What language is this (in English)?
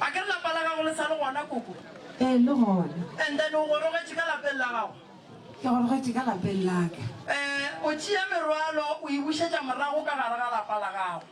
Northern Sotho